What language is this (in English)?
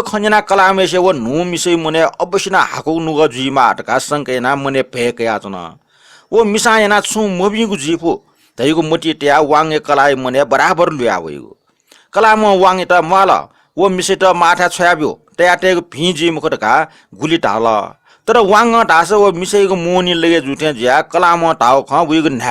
Newari